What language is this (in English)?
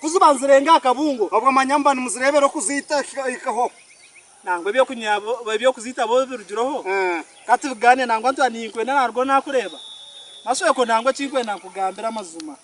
Nyankole